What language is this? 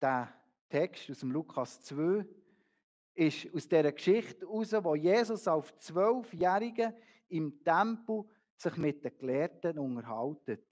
Swiss German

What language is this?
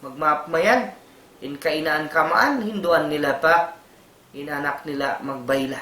Tausug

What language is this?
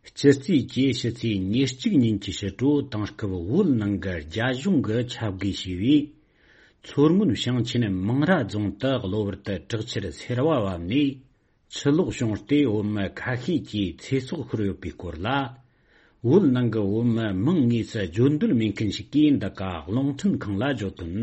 Tibetan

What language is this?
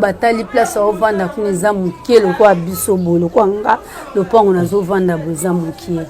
Lingala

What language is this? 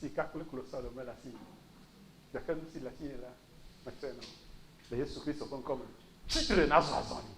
Ewe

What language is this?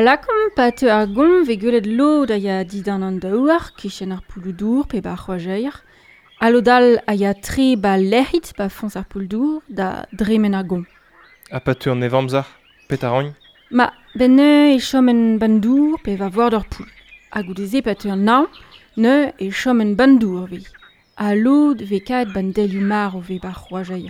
Breton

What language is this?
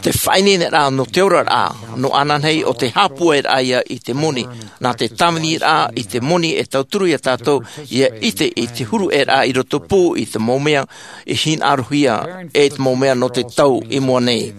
Tahitian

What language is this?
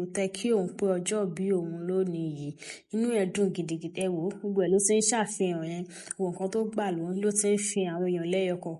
Yoruba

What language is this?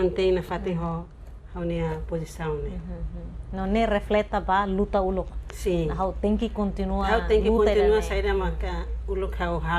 Tetum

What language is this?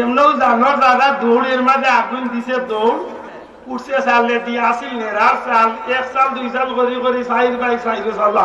Sylheti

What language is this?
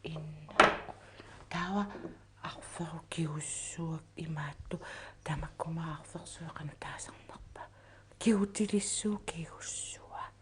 Kalaallisut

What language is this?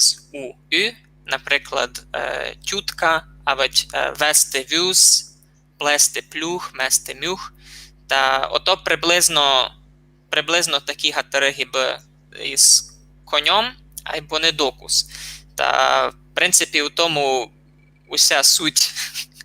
Rusyn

